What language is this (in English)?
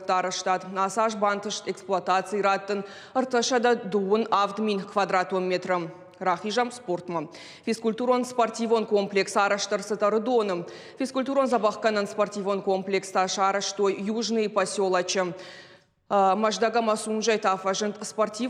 Ossetic